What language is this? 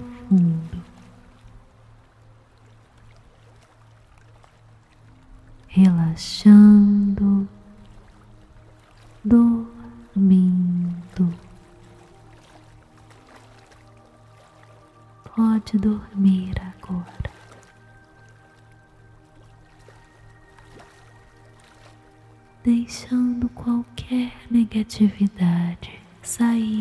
Portuguese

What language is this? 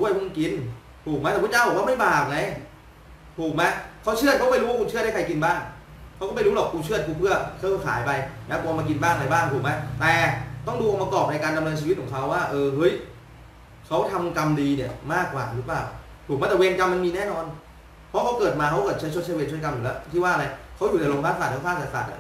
Thai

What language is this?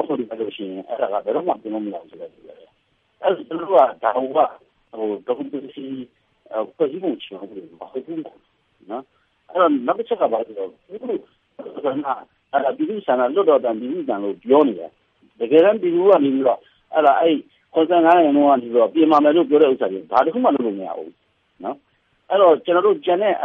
Burmese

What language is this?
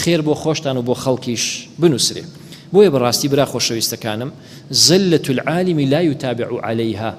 Central Kurdish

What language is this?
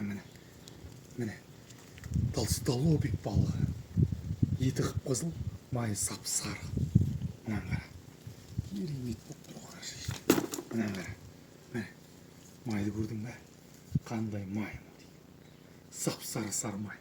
Kazakh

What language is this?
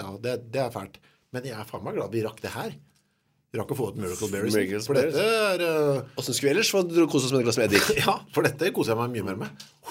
Norwegian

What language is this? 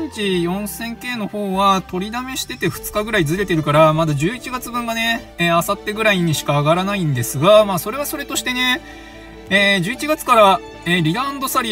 Japanese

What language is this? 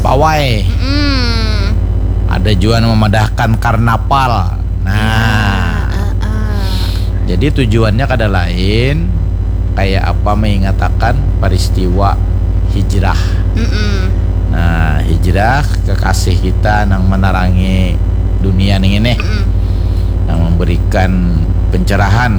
Banjar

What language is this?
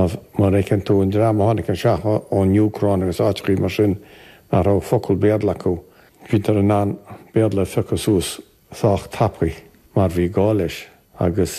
Irish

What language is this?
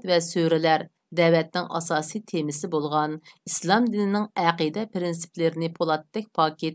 Uyghur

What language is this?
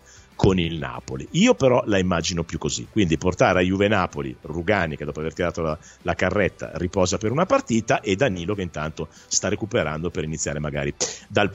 Italian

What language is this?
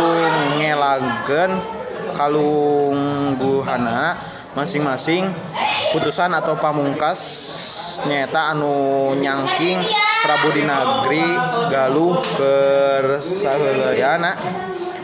Sundanese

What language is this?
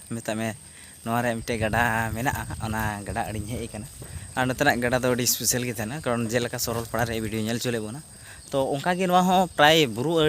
Santali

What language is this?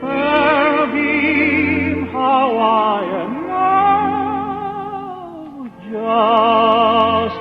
Hawaiian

